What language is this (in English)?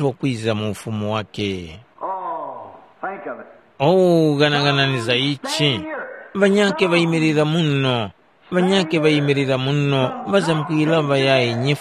Tumbuka